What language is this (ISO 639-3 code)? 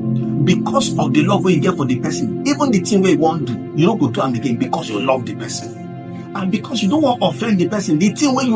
pcm